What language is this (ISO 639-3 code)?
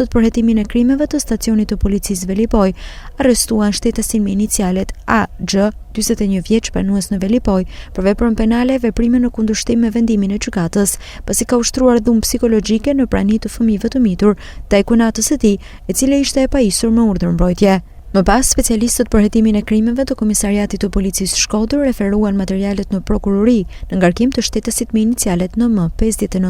sqi